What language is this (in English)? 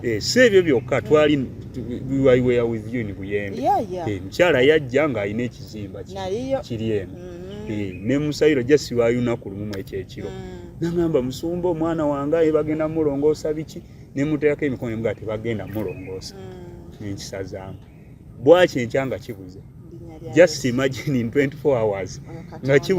Ganda